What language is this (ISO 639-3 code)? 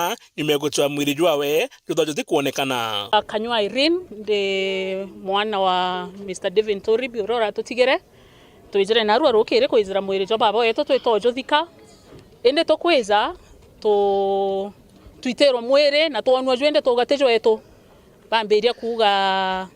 mer